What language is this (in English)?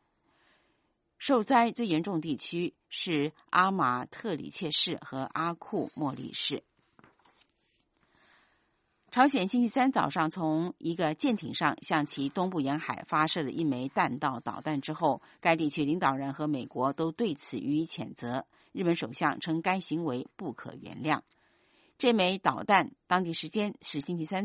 Chinese